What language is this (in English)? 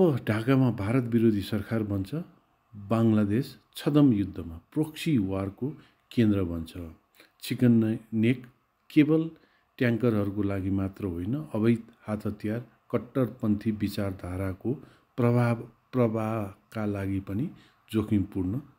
Nepali